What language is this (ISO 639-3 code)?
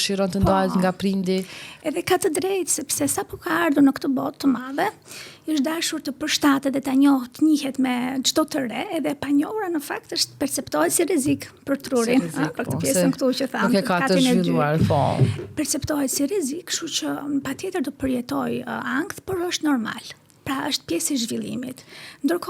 sqi